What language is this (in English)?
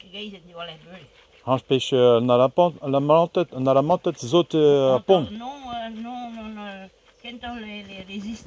Breton